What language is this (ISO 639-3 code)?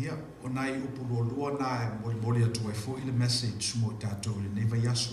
smo